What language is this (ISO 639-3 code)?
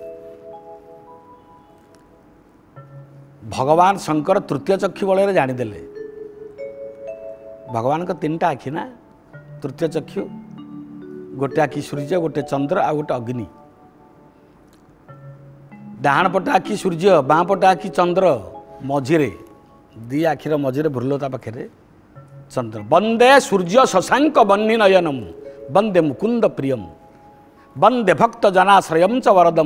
ori